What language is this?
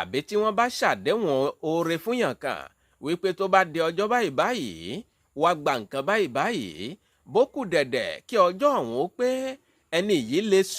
Yoruba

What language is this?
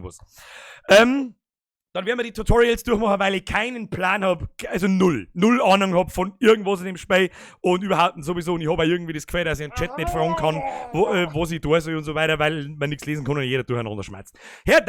Bavarian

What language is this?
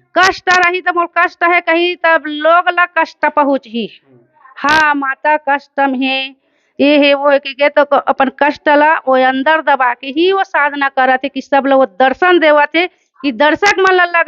Chhattisgarhi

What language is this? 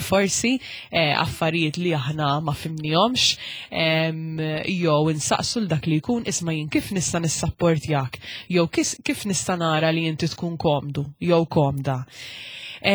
Maltese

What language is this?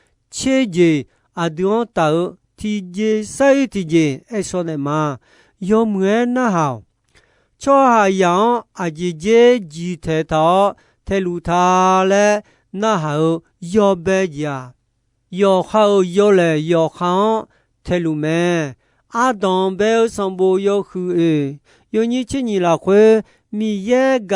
Akha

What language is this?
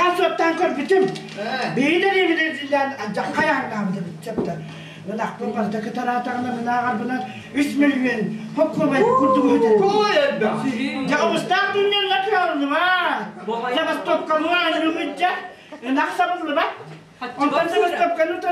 Yakut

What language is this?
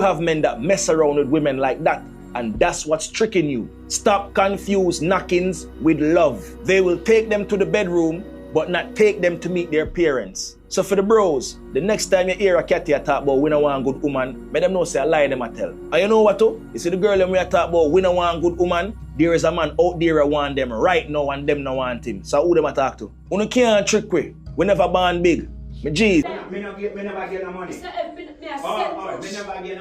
Jamaican Creole English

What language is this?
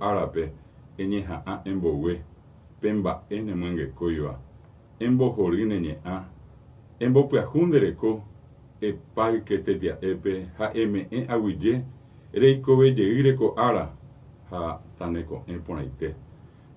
Guarani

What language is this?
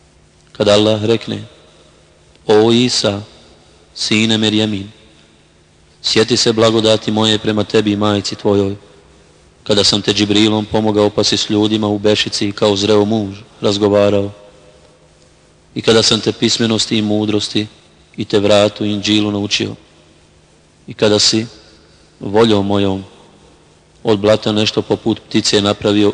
Bosnian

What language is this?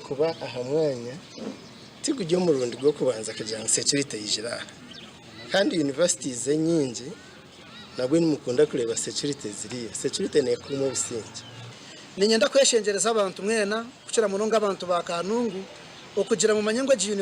Nyankole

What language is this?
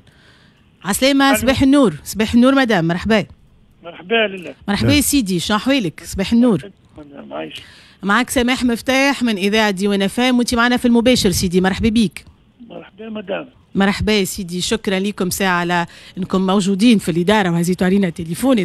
Tunisian Arabic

